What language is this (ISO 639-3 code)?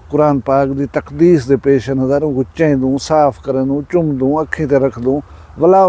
skr